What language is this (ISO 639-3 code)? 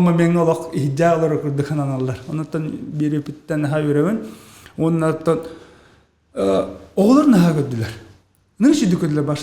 sah